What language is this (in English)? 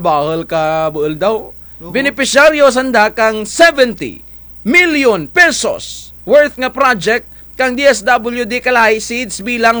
Kinaray-a